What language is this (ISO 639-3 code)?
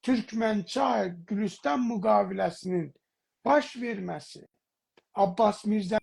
azb